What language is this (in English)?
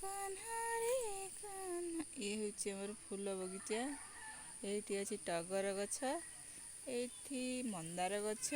Odia